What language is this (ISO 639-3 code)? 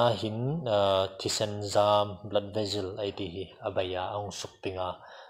hmr